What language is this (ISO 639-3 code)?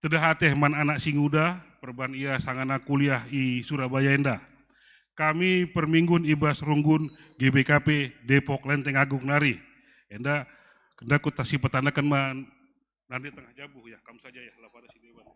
btx